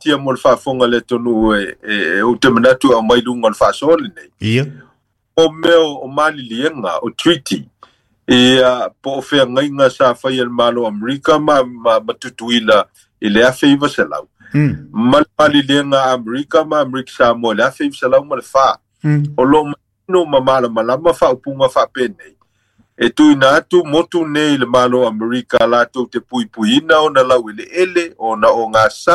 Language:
Samoan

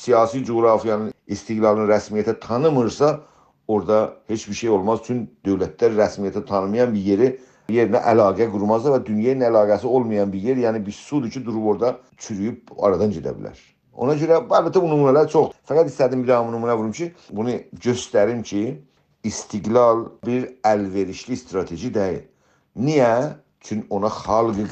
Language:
South Azerbaijani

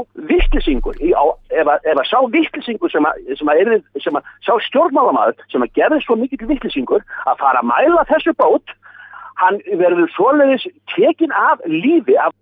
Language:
Icelandic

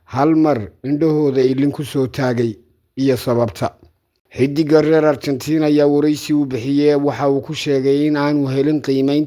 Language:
Somali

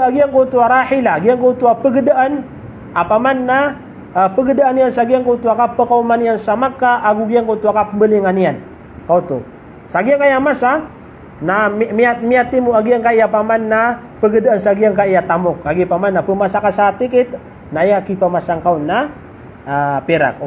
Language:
Maranao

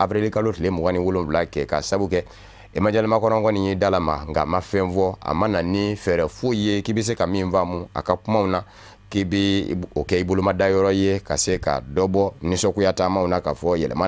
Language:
Bambara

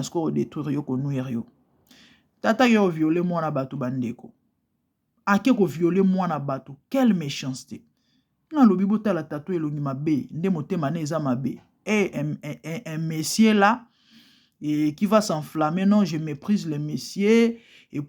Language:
Lingala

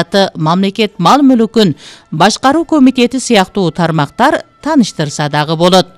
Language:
Kyrgyz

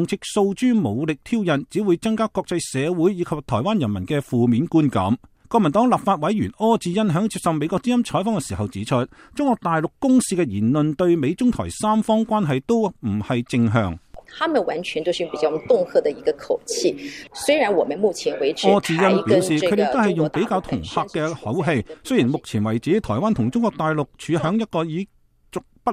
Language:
Cantonese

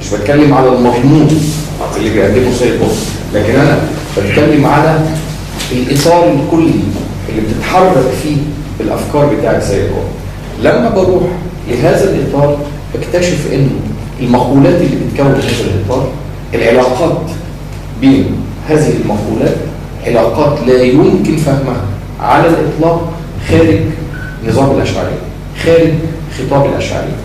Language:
Egyptian Arabic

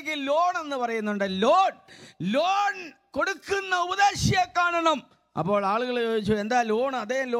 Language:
Malayalam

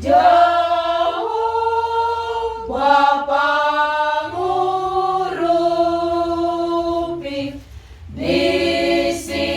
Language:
Batak Toba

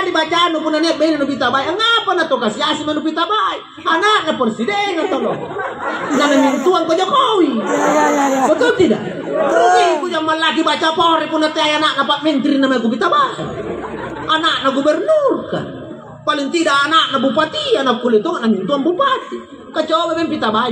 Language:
Makasar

